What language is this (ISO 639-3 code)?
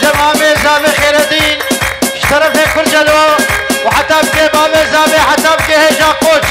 kur